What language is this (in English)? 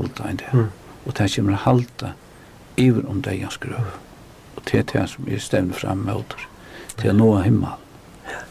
Faroese